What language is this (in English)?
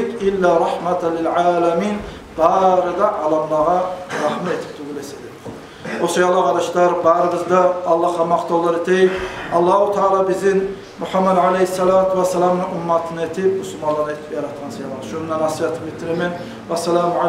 Kumyk